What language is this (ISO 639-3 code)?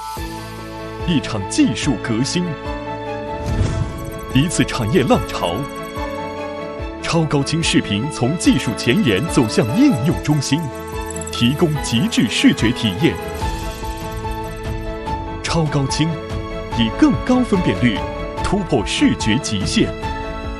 zho